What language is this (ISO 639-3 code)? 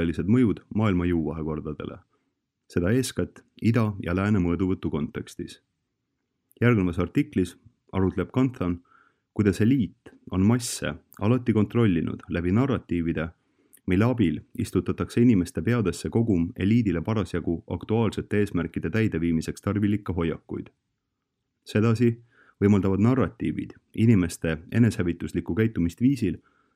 est